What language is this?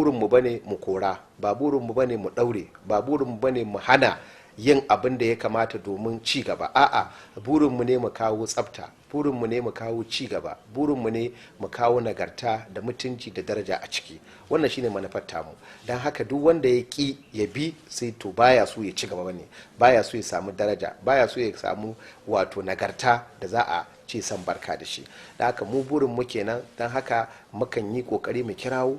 Hausa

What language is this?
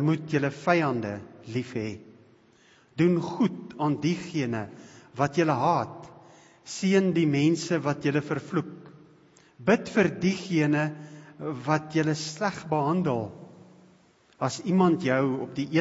Afrikaans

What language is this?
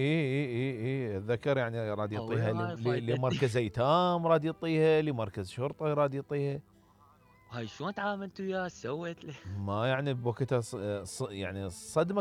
Mesopotamian Arabic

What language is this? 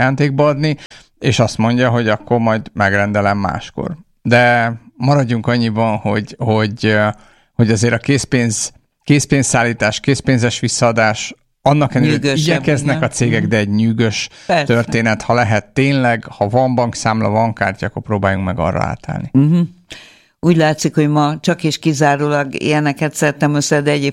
Hungarian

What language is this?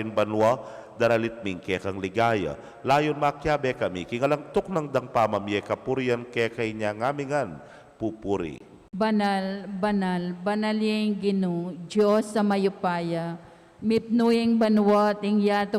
Pampanga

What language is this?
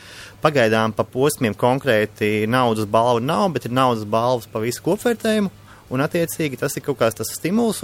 Latvian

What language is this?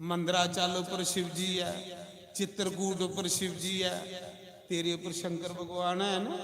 Dogri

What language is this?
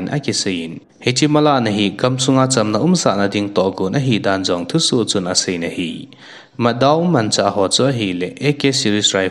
Thado Chin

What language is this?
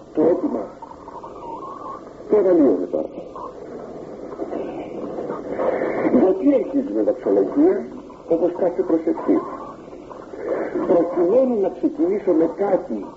Greek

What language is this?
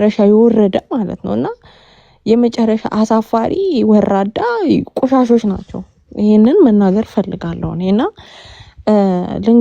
Amharic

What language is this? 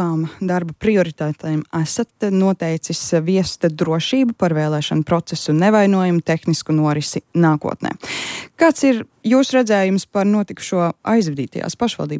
Latvian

